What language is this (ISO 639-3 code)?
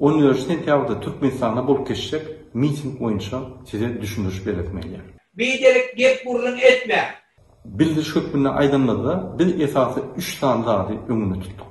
tuk